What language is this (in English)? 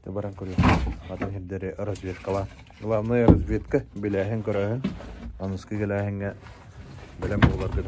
Yakut